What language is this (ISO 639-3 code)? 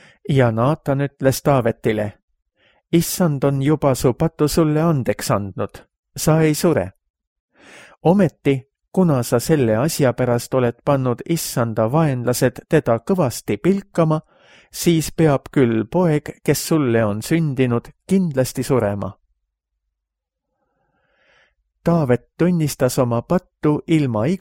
est